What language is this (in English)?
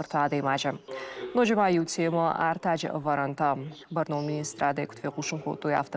Ossetic